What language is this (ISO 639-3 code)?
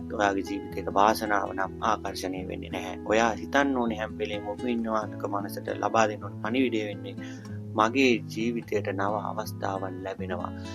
sin